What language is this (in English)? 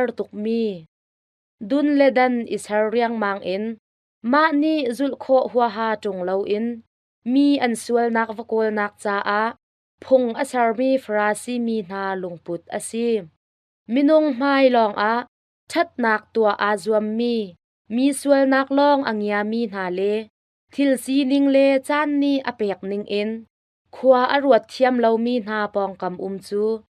Hakha Chin